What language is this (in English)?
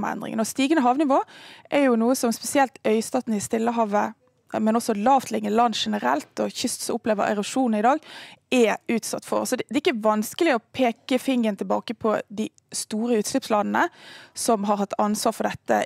Norwegian